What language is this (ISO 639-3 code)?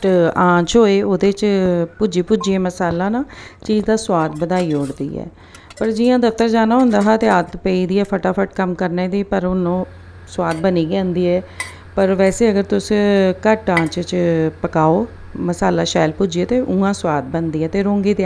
doi